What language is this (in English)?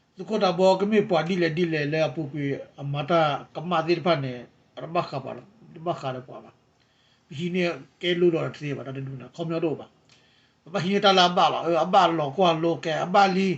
S'gaw Karen